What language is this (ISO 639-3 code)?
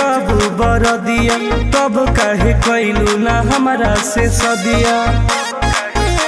bho